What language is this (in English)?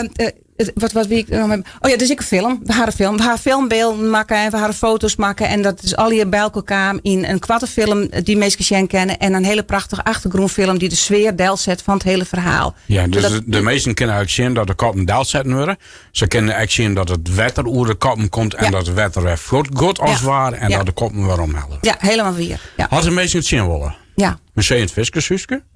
Western Frisian